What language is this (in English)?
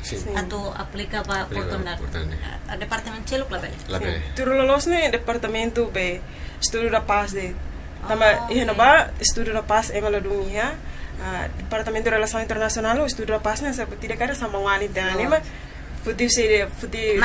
Tetum